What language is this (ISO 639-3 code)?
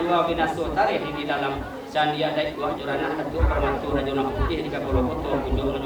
min